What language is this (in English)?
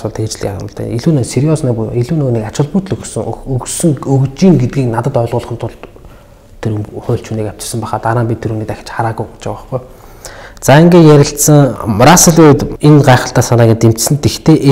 Mongolian